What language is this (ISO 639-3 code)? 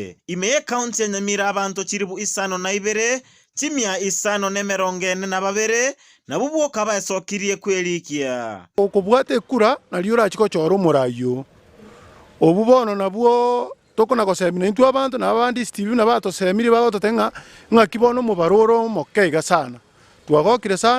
guz